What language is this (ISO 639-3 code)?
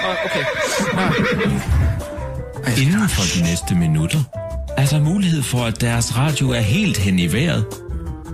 dan